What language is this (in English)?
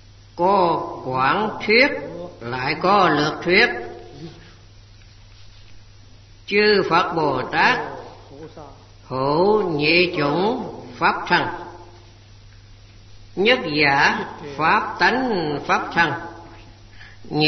Vietnamese